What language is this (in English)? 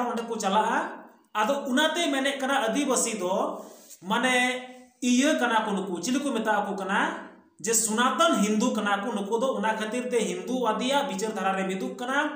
Santali